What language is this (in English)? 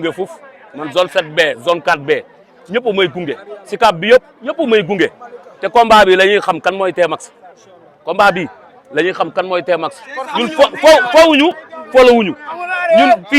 Wolof